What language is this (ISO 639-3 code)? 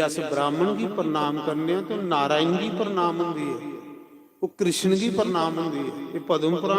doi